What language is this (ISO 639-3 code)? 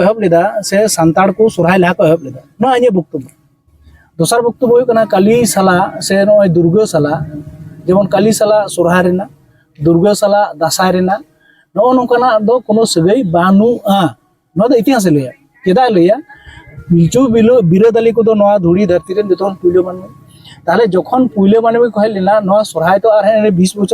sat